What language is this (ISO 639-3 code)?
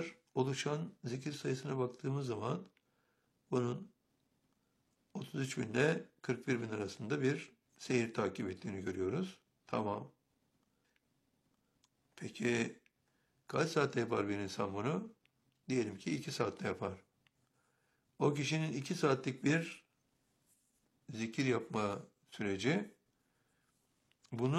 tur